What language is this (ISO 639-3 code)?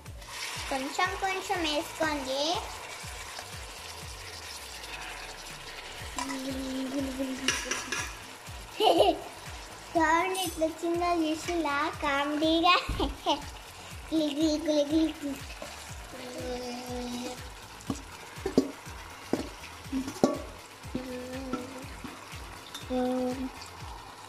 tel